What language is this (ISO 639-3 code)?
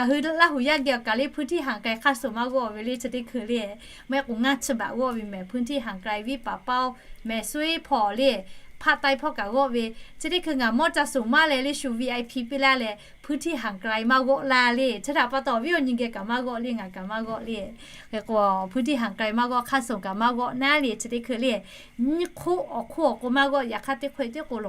lhu